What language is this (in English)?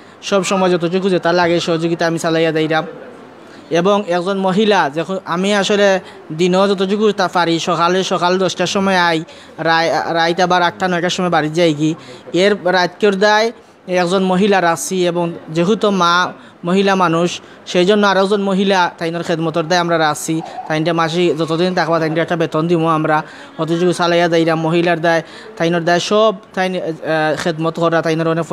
Sylheti